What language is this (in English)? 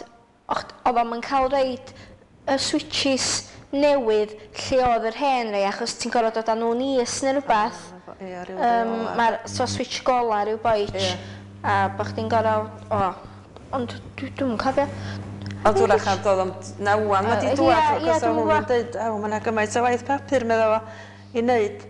Welsh